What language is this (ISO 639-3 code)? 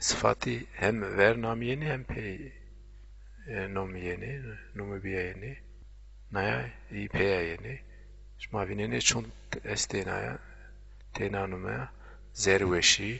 zza